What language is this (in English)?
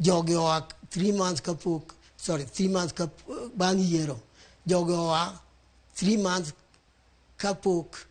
Luo (Kenya and Tanzania)